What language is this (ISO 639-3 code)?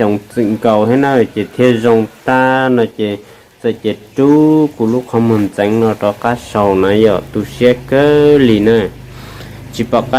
hmn